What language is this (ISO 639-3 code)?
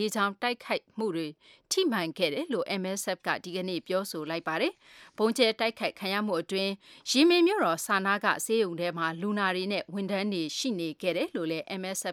mya